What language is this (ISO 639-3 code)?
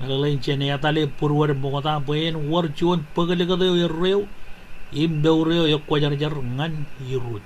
mah